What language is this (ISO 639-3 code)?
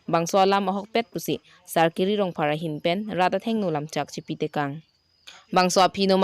mjw